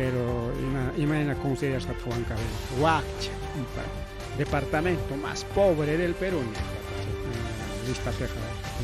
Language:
Ayacucho Quechua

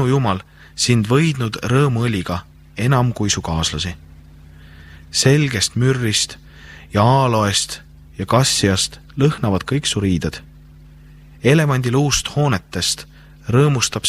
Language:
Estonian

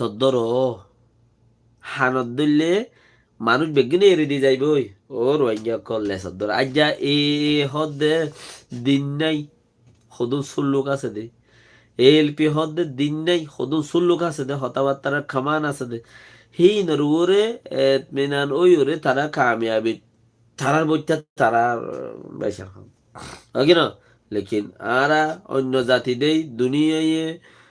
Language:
Rohingya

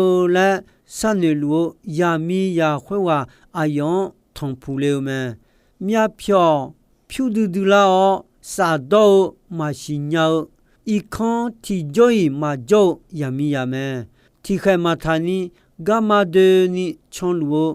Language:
Akha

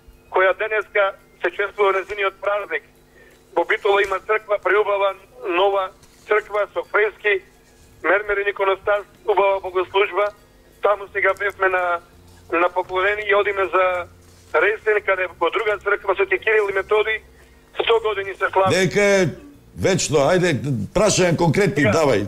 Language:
Macedonian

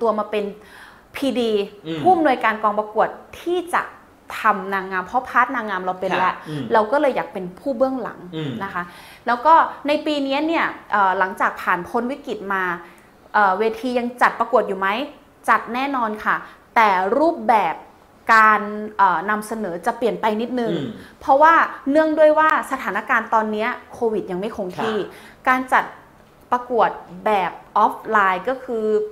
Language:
Thai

